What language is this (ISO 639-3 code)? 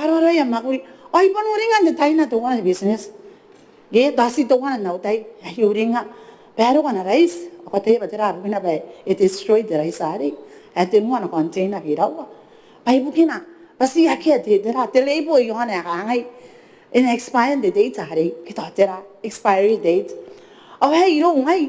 gil